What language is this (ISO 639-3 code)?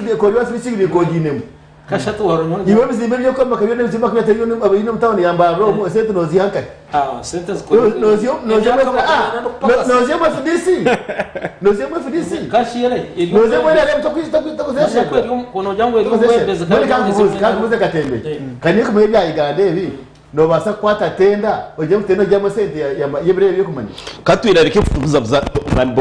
nyn